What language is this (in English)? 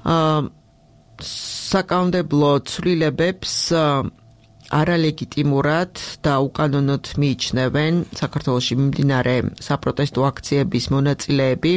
Georgian